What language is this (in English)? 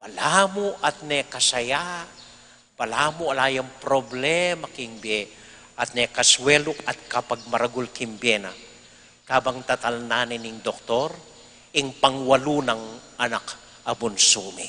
Pampanga